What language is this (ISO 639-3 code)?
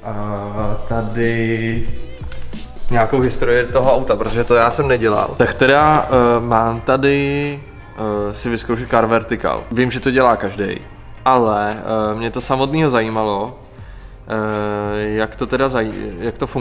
ces